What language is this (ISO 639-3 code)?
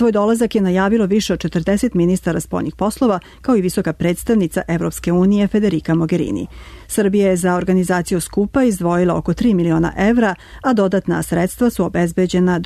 srp